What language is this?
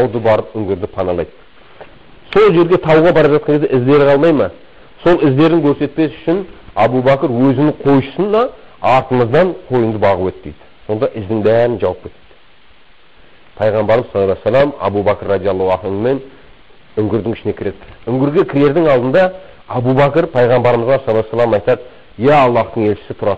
Kazakh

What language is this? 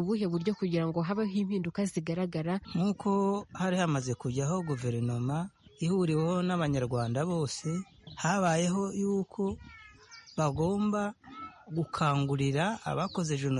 Kinyarwanda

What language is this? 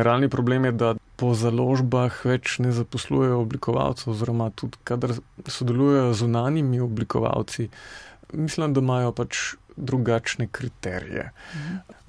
Slovenian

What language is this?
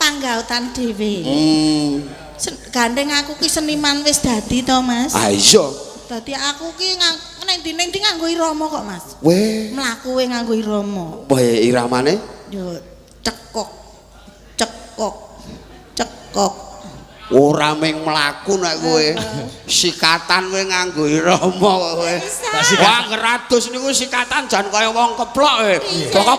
Javanese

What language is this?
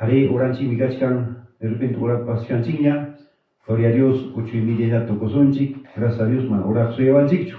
Ayacucho Quechua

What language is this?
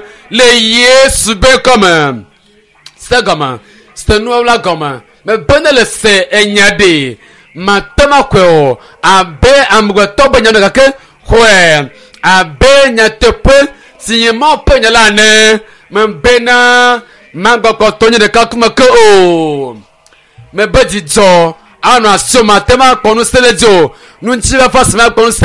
Ewe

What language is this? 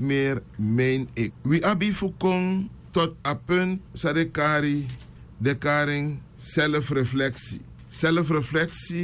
Sranan Tongo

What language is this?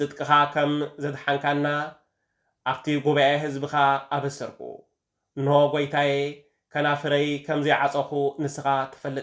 Tigrinya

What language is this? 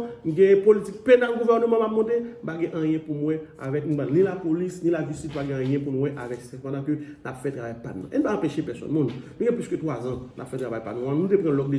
Haitian Creole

